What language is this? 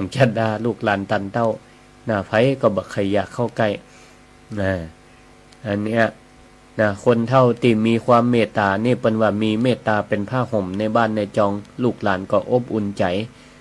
Northern Thai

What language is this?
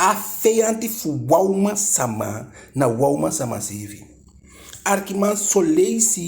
Eastern Maroon Creole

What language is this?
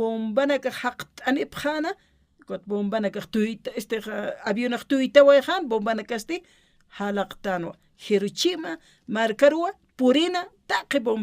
Aymara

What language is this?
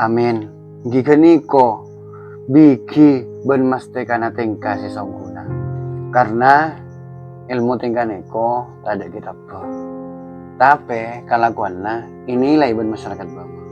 Madurese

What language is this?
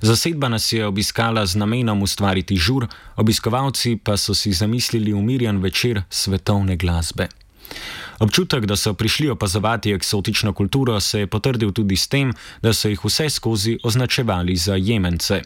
Slovenian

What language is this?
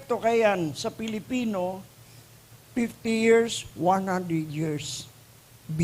Bikol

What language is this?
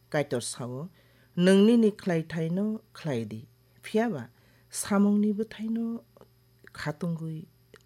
Kok Borok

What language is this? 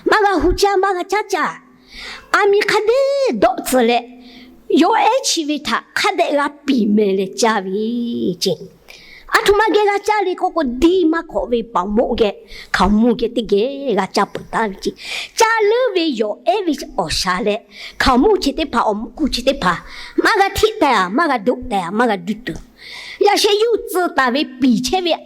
Lahu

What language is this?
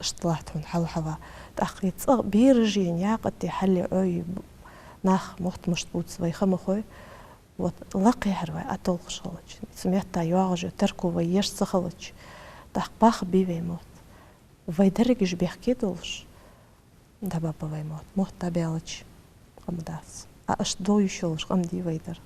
Ingush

